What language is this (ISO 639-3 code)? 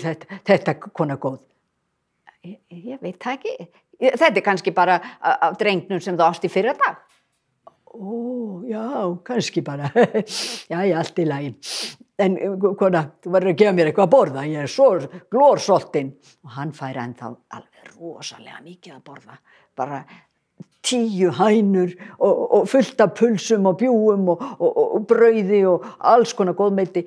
isl